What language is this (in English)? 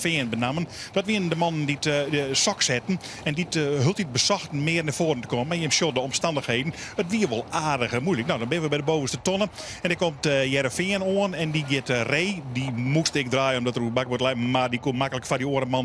Western Frisian